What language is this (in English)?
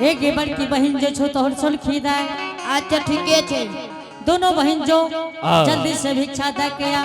Angika